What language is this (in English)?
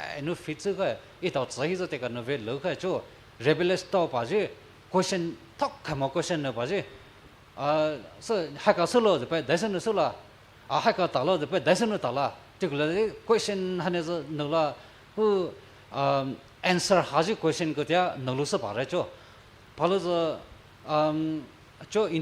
Poumei Naga